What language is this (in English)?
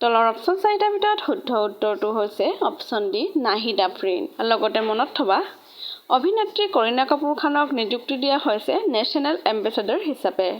Assamese